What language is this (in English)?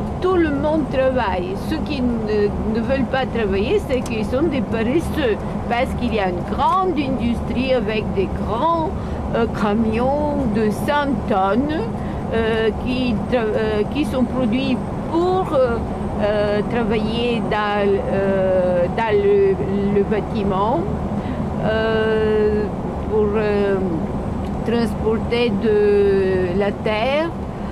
French